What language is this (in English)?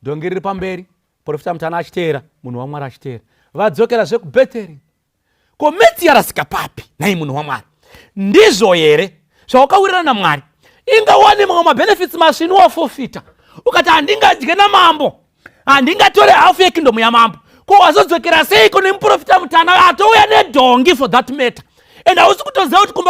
Shona